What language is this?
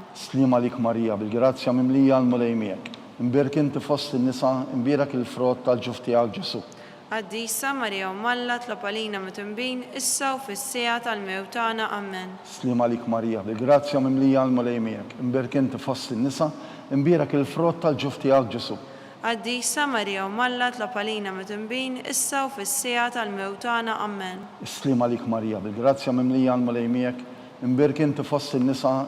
Maltese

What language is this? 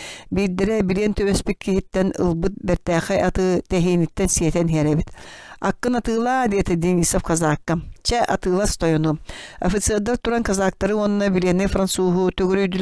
Yakut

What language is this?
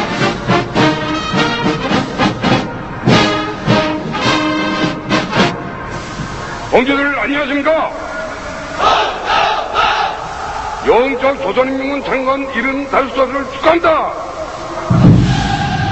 Korean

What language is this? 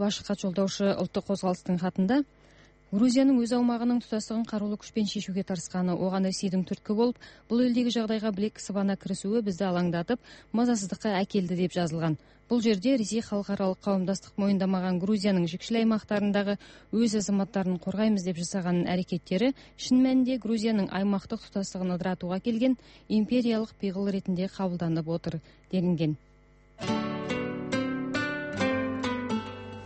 Kazakh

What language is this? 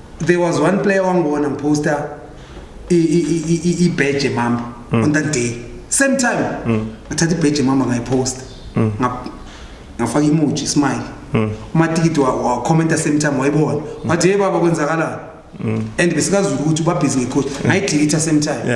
Zulu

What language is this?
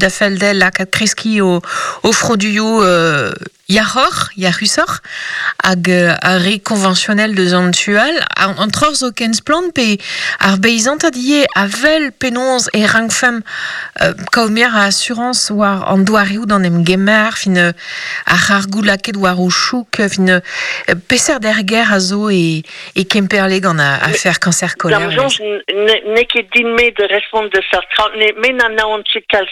Breton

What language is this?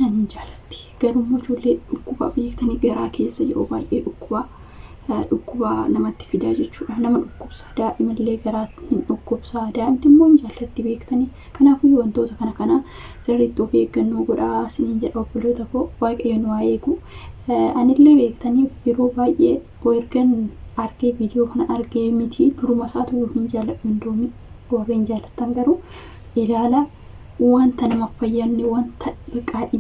Oromo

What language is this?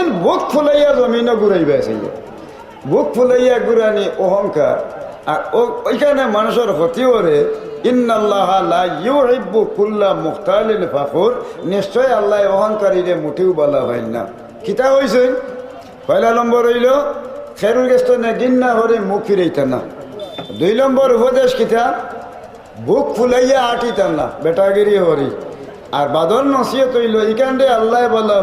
Sylheti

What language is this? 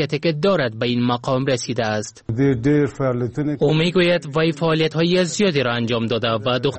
Persian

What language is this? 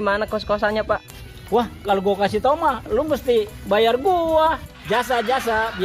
Betawi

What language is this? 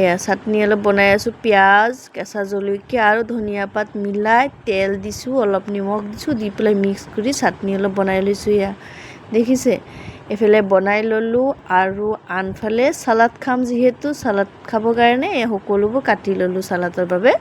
Assamese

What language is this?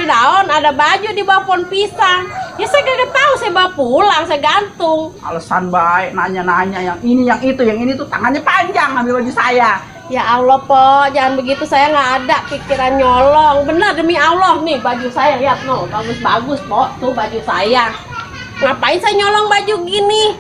Betawi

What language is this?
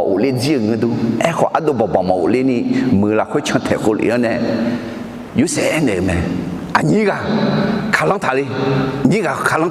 Akha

